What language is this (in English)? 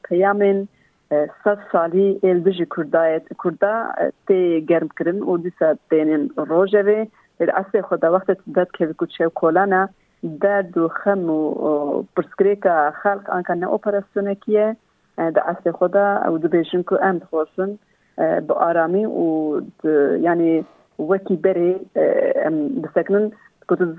Kurdish